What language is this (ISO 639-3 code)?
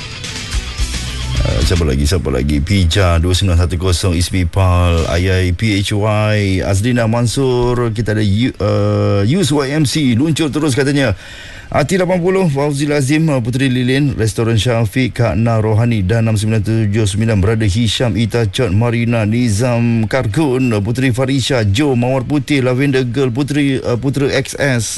msa